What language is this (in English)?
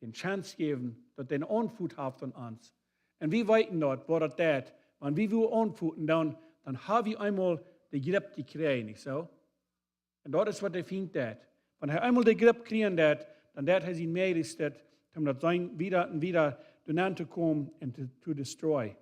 Plautdietsch